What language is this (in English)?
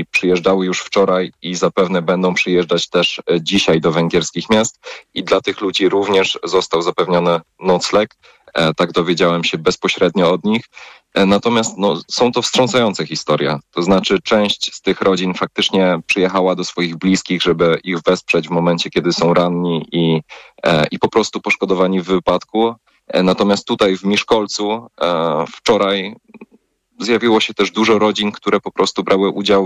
Polish